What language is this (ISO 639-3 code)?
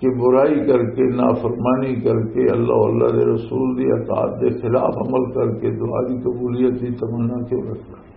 lah